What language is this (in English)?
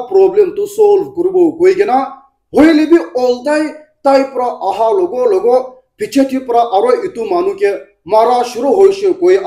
Naga Pidgin